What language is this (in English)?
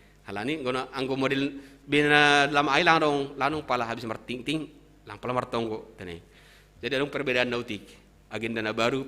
Batak Simalungun